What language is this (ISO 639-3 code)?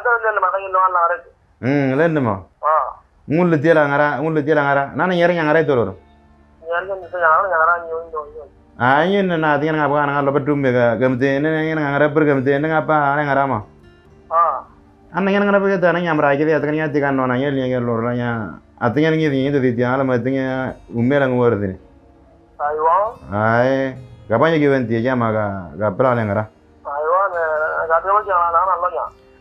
mor